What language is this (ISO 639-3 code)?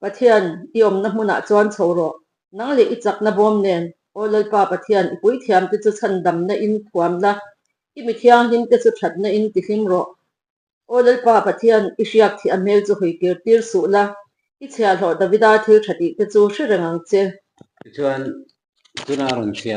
lus